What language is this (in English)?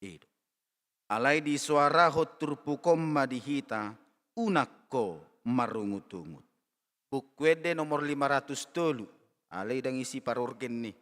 Batak Toba